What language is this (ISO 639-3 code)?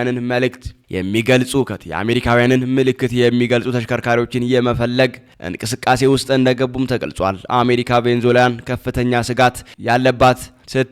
amh